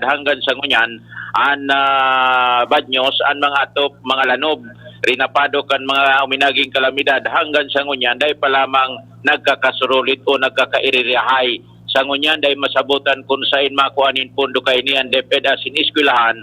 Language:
Bikol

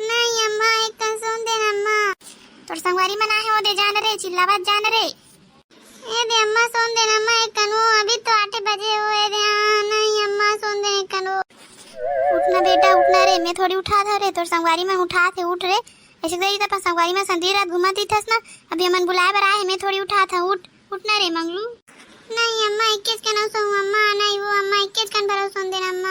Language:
Chhattisgarhi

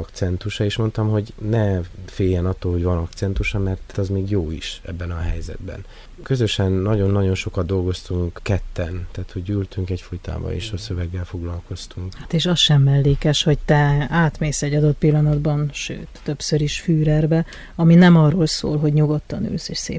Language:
Hungarian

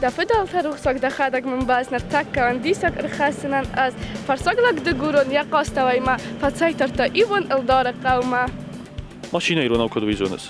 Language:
Ossetic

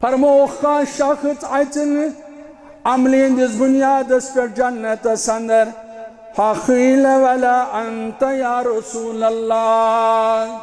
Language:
Kashmiri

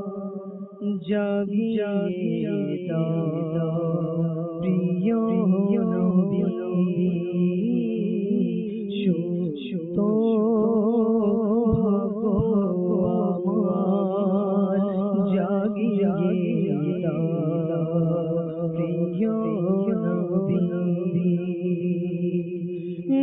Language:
Bangla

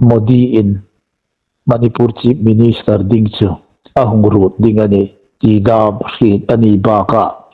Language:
Hmar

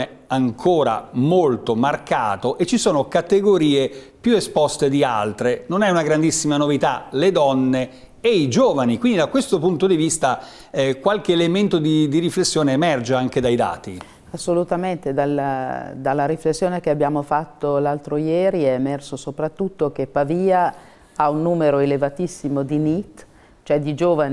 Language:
Italian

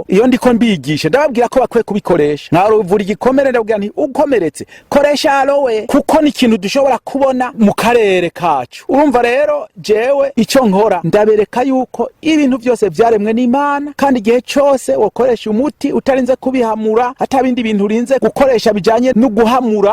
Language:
Rundi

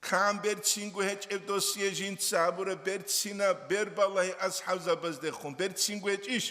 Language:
Avaric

